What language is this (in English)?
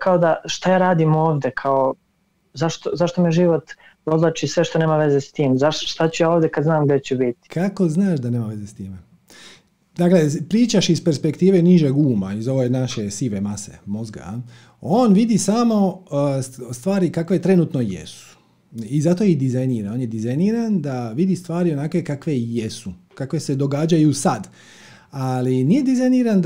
Croatian